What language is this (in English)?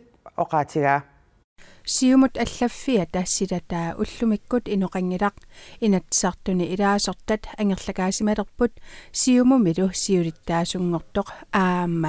Kalaallisut